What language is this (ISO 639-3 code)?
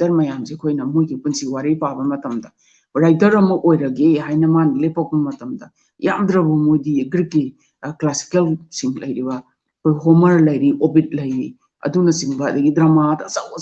mni